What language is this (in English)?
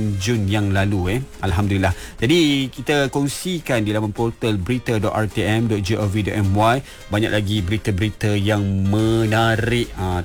Malay